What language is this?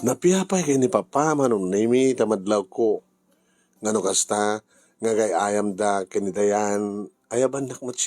Iloko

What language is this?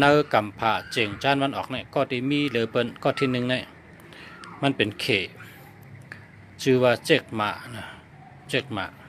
Shan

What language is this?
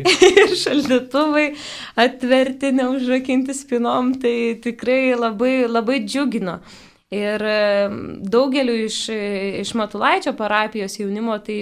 Lithuanian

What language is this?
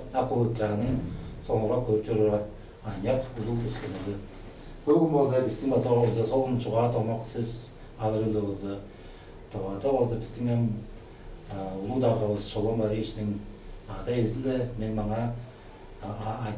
Tuvinian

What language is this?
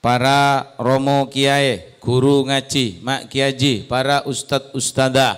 Madurese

